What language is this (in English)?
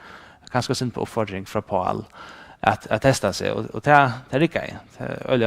Faroese